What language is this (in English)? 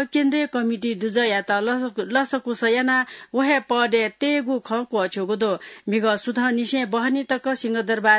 Newari